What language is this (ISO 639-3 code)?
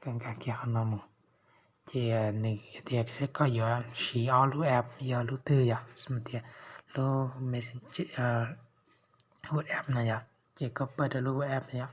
hmn